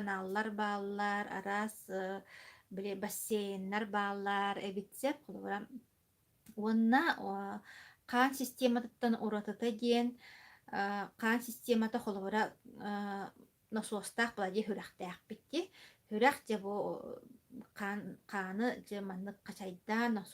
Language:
Yakut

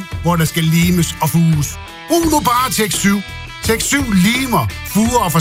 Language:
Danish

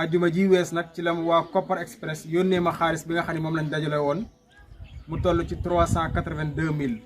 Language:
Wolof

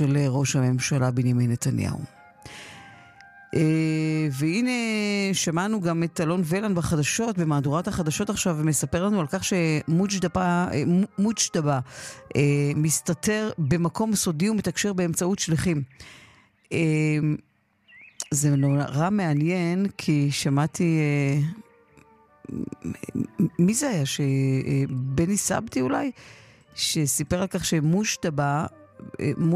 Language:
Hebrew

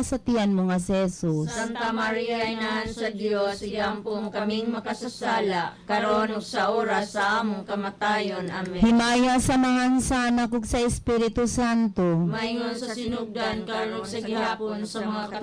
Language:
Cebuano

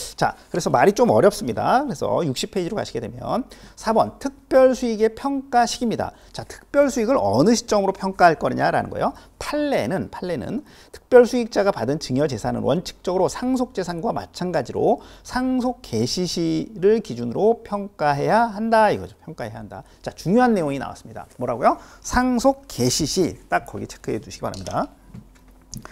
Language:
Korean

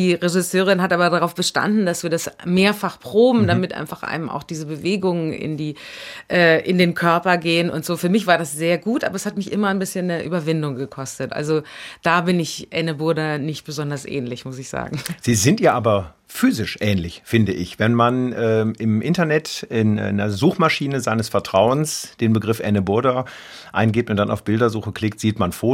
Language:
German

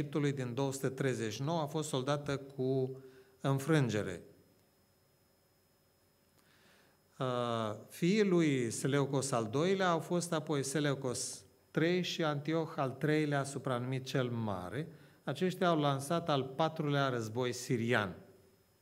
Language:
Romanian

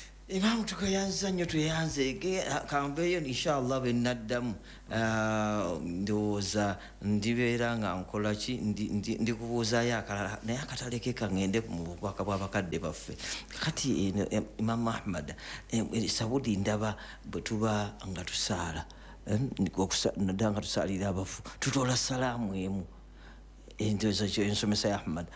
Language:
Ganda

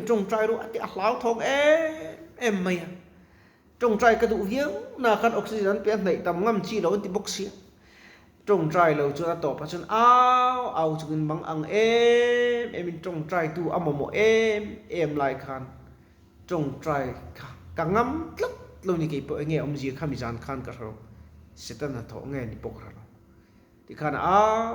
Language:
Mizo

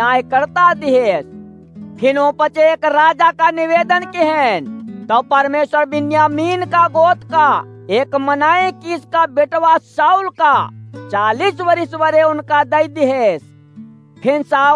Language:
Awadhi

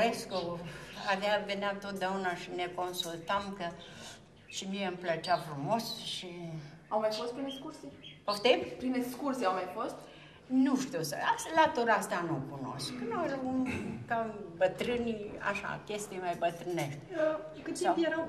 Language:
Romanian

